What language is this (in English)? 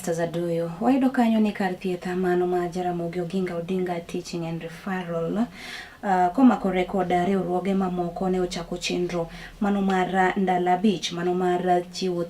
Luo (Kenya and Tanzania)